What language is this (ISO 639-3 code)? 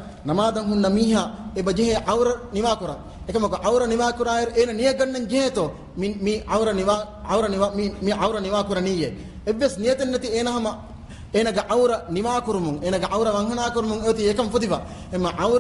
div